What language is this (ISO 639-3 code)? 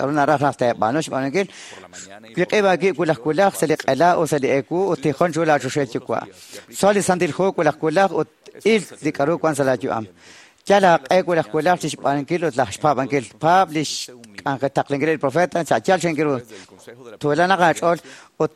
kek